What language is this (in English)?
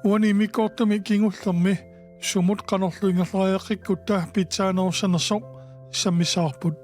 Kalaallisut